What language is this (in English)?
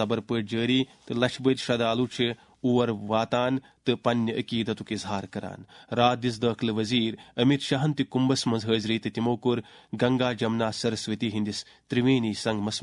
Kashmiri